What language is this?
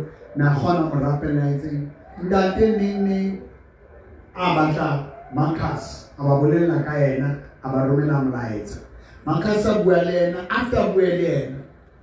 Southern Sotho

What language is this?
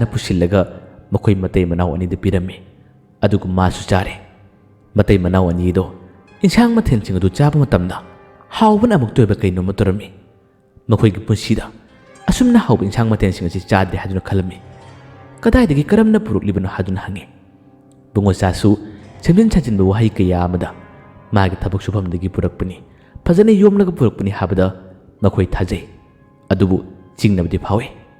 Manipuri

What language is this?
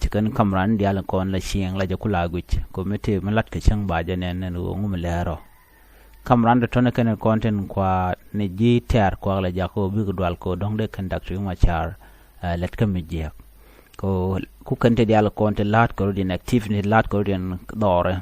Nuer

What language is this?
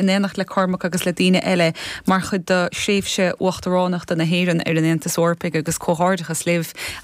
Irish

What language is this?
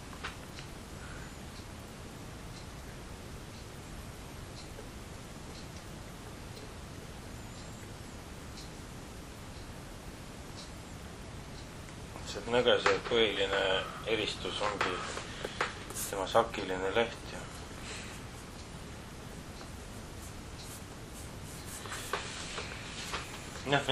Estonian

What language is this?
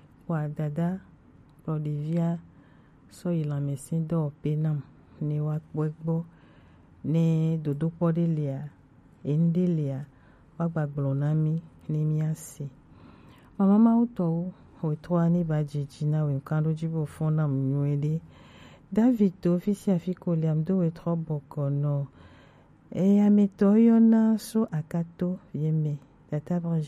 Gen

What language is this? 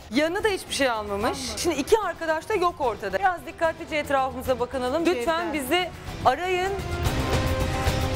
Turkish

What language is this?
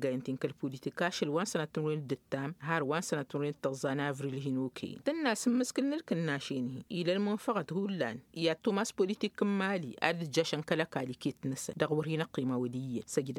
Tamasheq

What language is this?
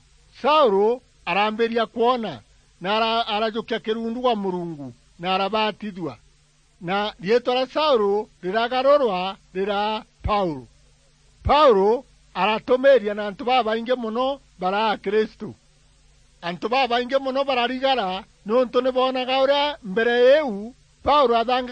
Meru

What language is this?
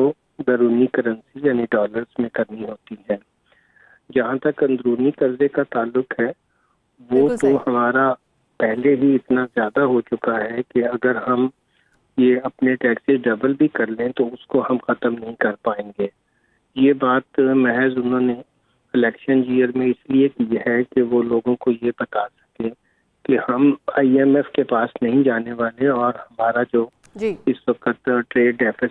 Urdu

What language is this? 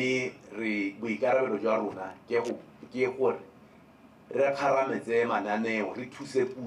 Tswana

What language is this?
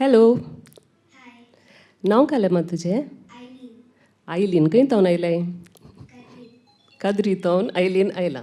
Konkani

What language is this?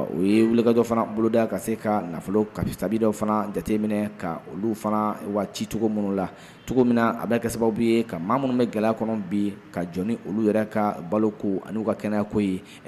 Bambara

